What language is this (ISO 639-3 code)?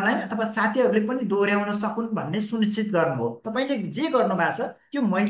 nep